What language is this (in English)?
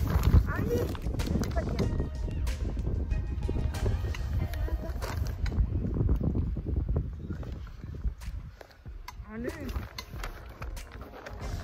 Filipino